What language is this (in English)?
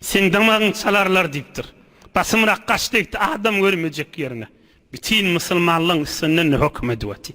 Turkmen